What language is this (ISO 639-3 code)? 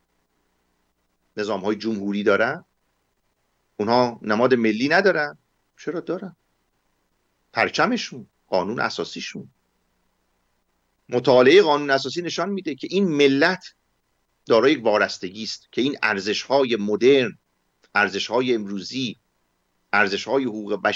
fas